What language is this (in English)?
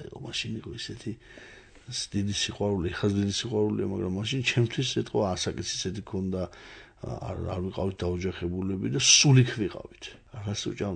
Georgian